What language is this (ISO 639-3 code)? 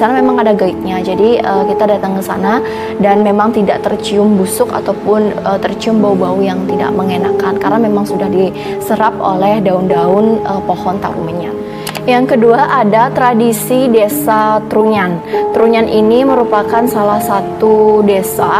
ind